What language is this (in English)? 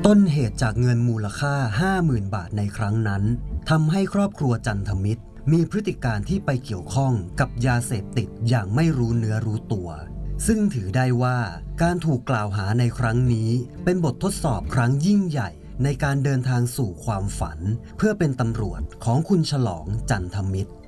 Thai